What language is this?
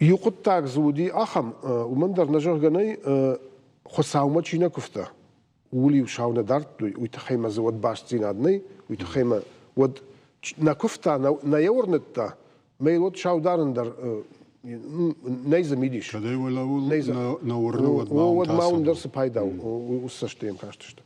Ossetic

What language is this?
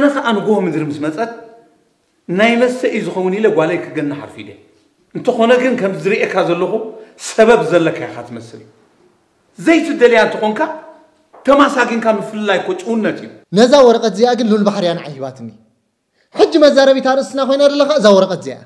Tigrinya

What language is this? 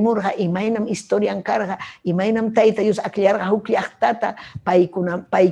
Ayacucho Quechua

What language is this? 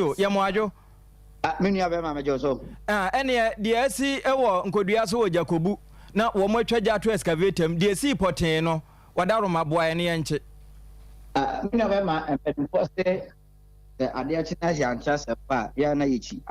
Akan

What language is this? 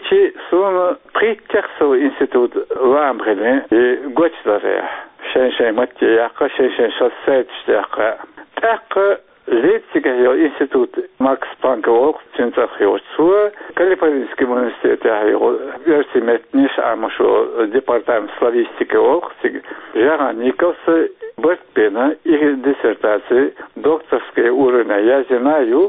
Chechen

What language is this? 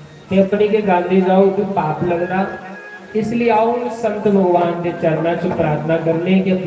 Dogri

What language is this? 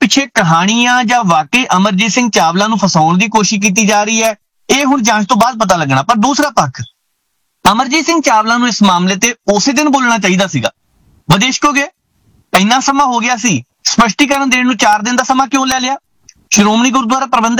Punjabi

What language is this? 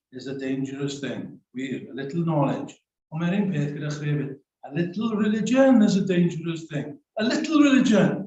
Welsh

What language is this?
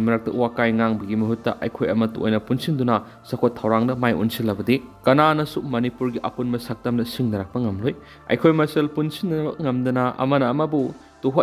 Manipuri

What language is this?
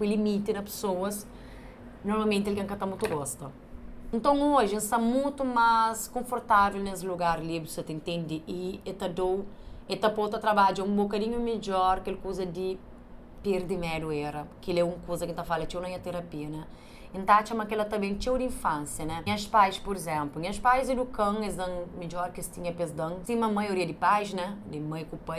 Kabuverdianu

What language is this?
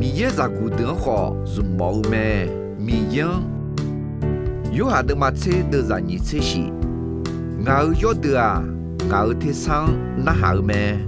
Akha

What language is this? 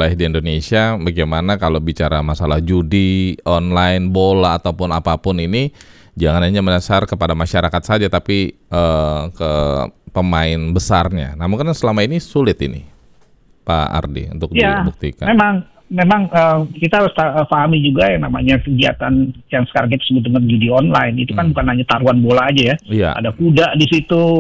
Indonesian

